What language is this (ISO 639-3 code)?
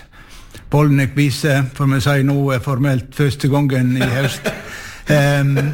nor